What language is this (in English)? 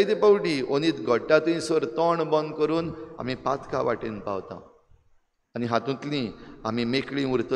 Konkani